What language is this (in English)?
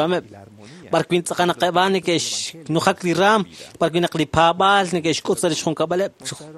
Kekchí